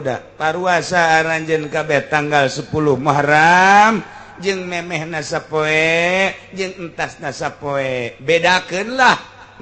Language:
Sundanese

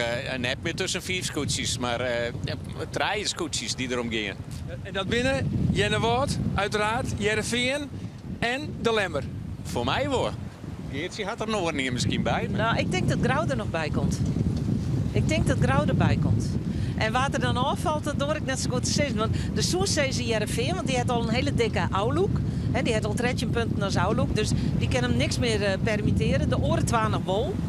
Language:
Western Frisian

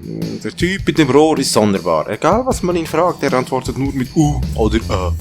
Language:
Swiss German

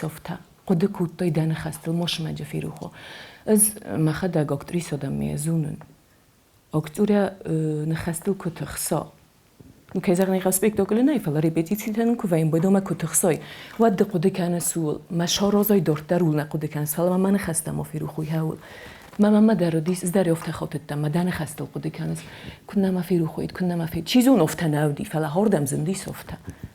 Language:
Ossetic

